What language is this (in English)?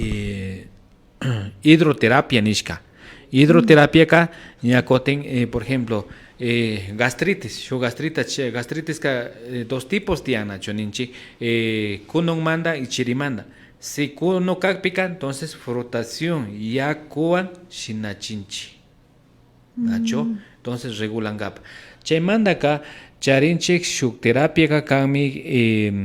Imbabura Highland Quichua